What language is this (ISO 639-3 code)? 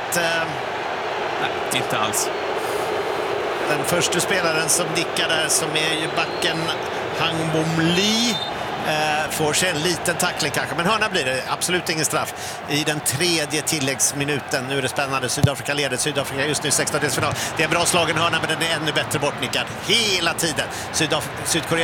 swe